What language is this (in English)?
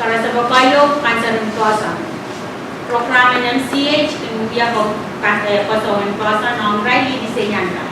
Pohnpeian